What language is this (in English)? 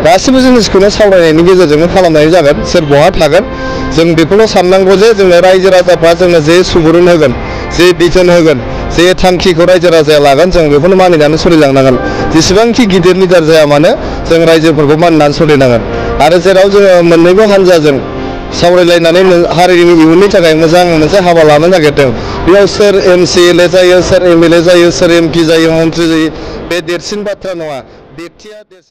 Bodo